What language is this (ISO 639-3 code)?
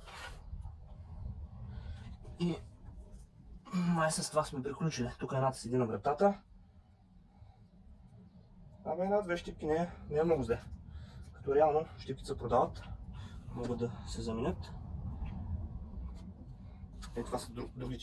bul